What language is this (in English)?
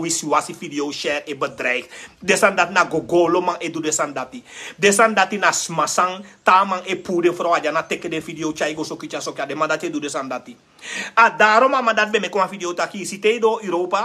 Sranan Tongo